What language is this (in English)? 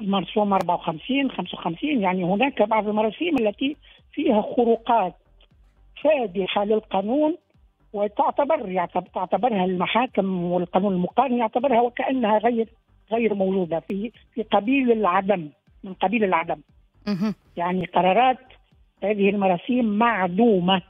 Tunisian Arabic